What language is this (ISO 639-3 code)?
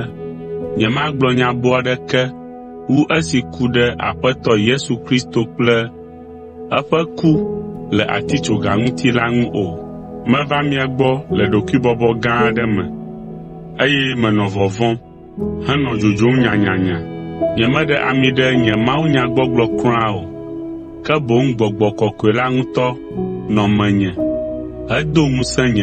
ewe